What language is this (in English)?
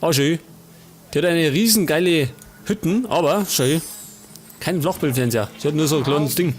Bavarian